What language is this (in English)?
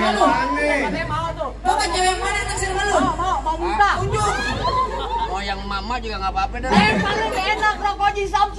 Betawi